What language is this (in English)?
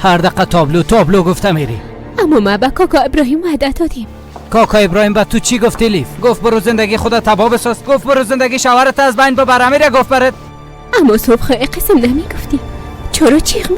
Persian